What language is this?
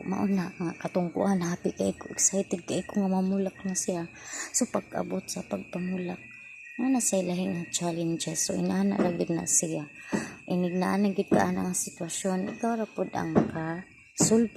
Cebuano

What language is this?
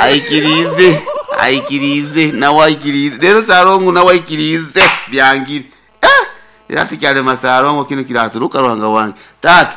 Nyankole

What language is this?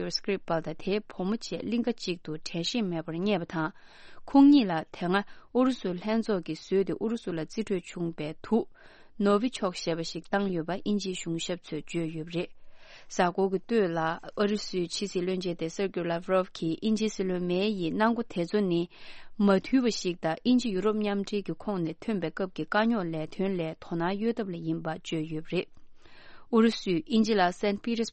Tibetan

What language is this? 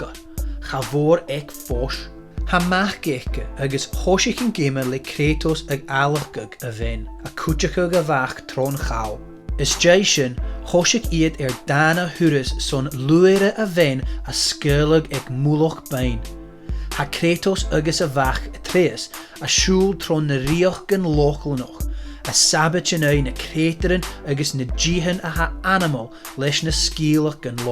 Scottish Gaelic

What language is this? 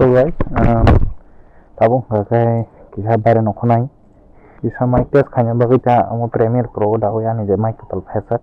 Kok Borok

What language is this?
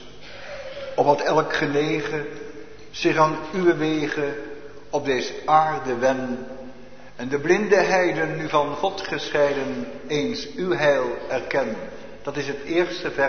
Dutch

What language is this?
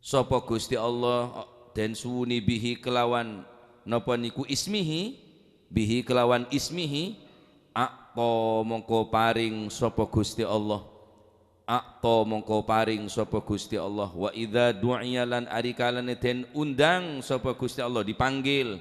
Madurese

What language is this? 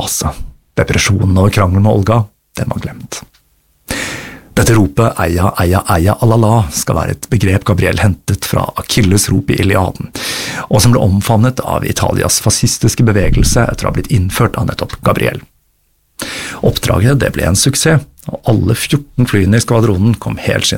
Norwegian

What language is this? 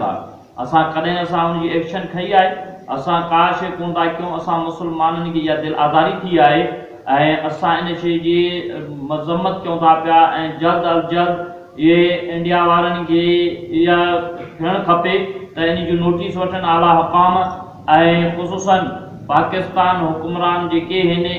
Sindhi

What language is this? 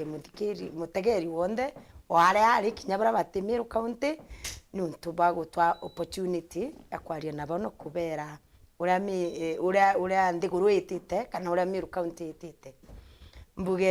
Meru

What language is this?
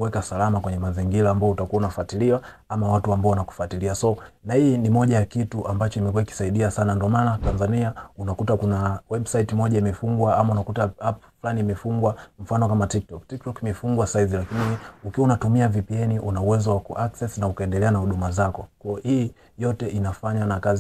Swahili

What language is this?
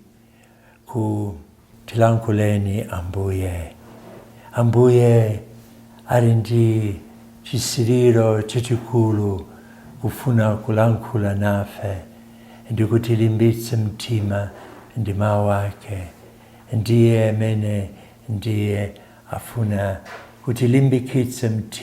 Nyanja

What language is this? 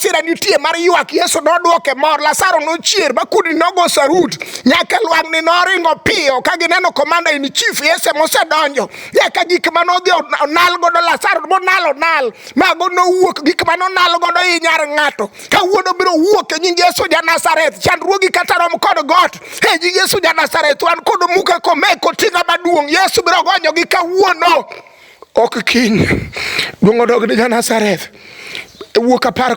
Luo (Kenya and Tanzania)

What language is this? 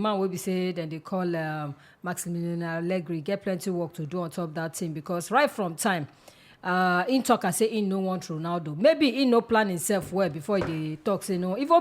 Nigerian Pidgin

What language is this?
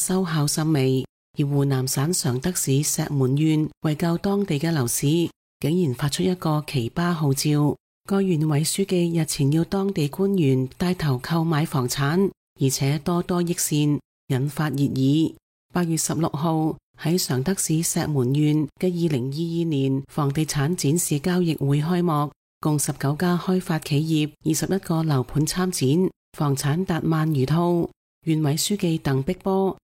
Cantonese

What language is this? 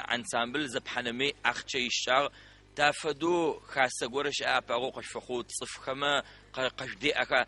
Adyghe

